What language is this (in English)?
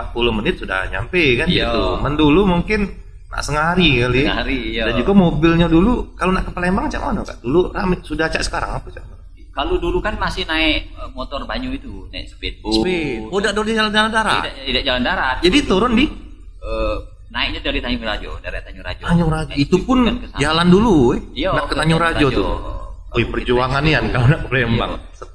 Musi